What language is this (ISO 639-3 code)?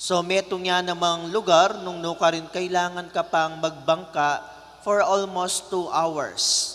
pam